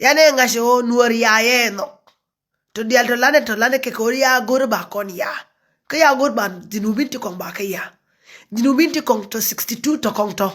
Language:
Nuer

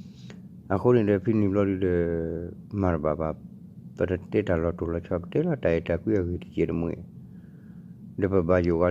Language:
S'gaw Karen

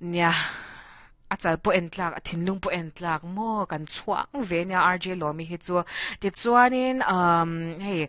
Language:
Mizo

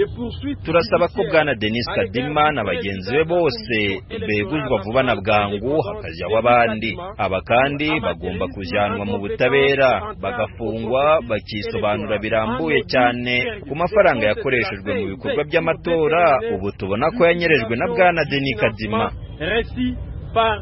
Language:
Kinyarwanda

